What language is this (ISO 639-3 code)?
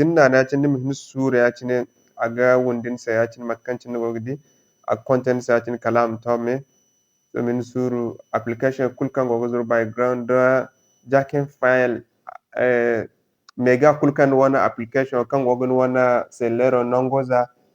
dje